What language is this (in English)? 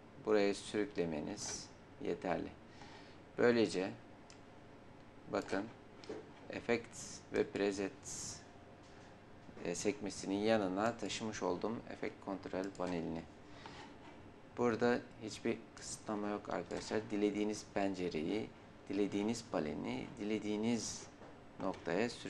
Turkish